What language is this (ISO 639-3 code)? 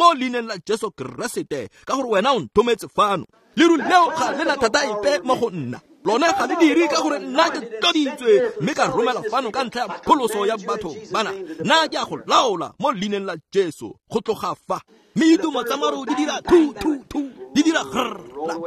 tsn